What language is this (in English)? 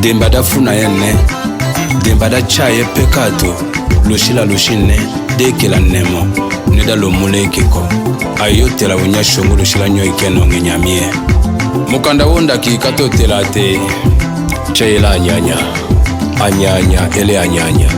Tetela